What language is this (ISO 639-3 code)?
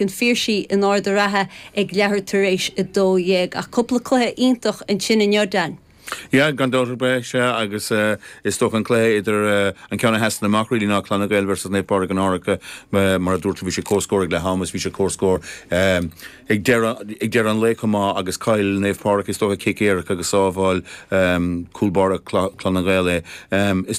gle